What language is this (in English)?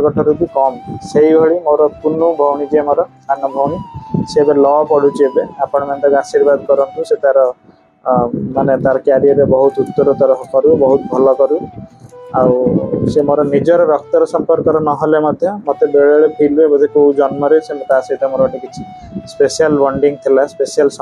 Odia